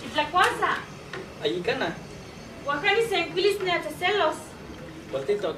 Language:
Eastern Huasteca Nahuatl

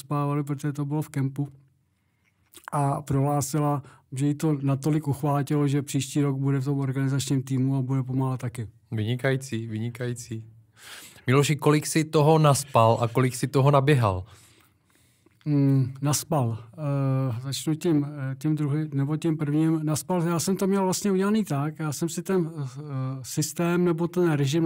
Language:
Czech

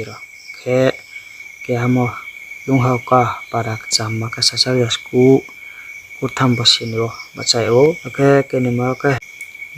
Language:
Riang (India)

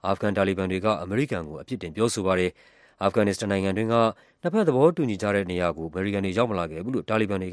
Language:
Burmese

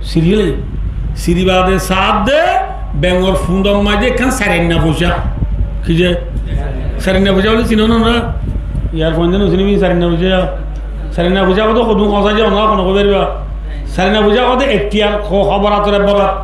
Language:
Rohingya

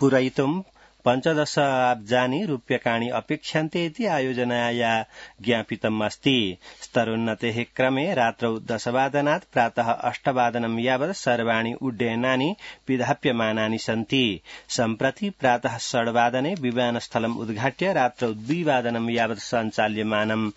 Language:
Sanskrit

